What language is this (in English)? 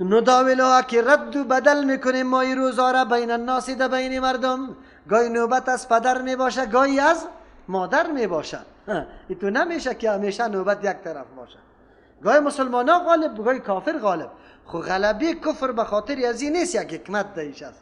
Persian